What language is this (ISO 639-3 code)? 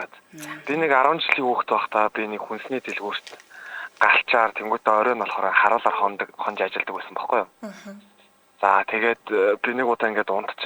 mon